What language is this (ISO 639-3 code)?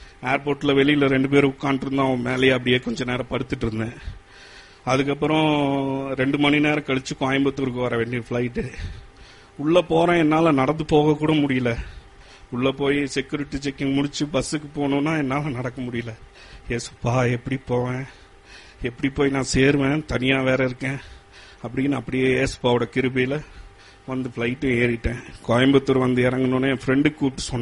tam